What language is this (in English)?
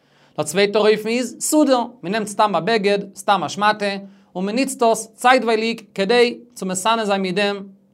Yiddish